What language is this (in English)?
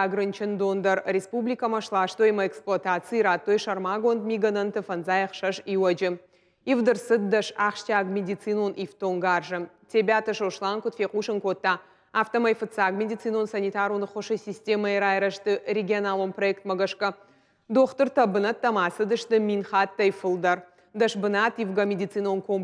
Ossetic